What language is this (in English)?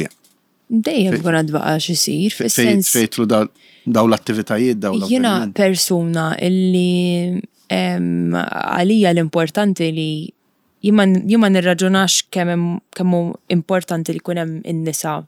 Maltese